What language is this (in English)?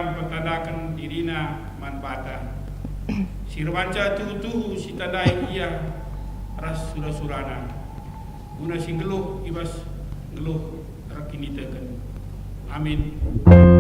Batak Karo